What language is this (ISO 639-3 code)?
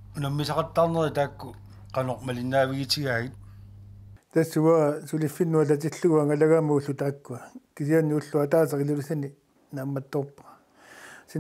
kal